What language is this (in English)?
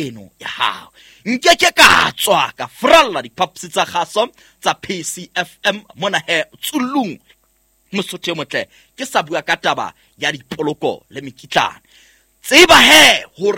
Southern Sotho